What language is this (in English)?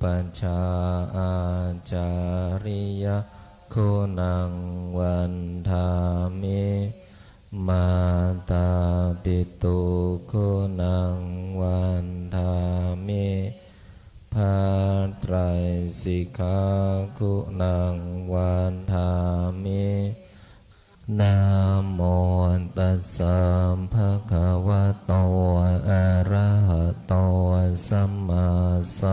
Pali